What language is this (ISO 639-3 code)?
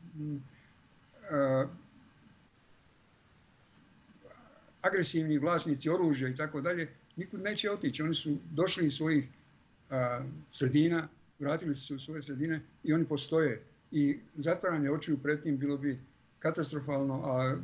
hrv